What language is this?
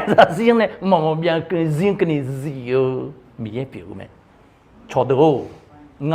Akha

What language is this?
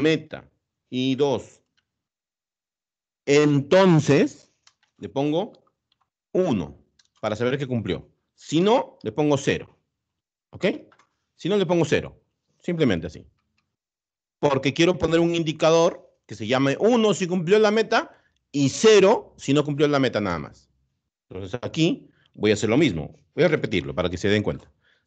Spanish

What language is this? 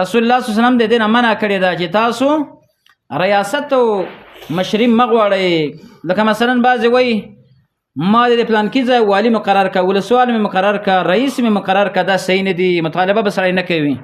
Pashto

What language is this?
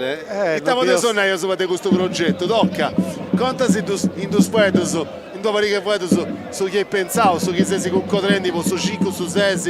Sardinian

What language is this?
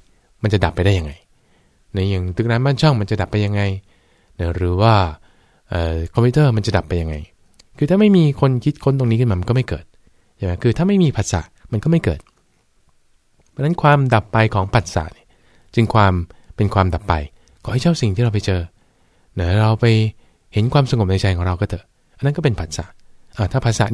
Thai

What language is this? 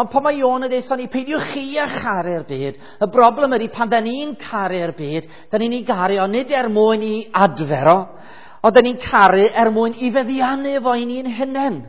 Welsh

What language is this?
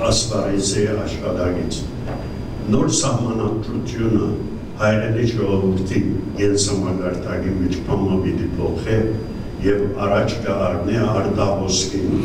Western Armenian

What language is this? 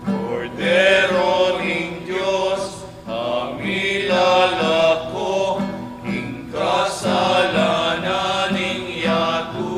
Pampanga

